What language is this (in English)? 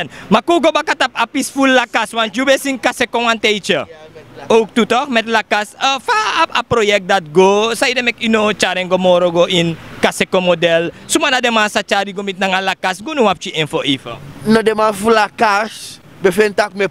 Sranan Tongo